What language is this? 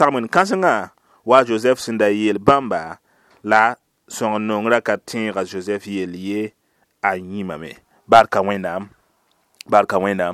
Mossi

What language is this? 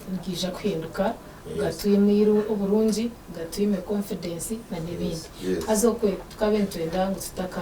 Nyankole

